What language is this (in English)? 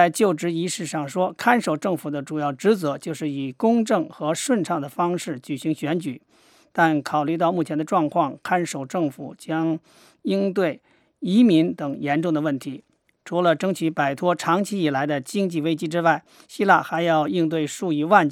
Chinese